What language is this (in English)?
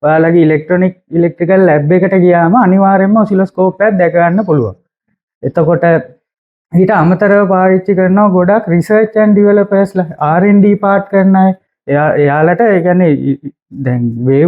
Sinhala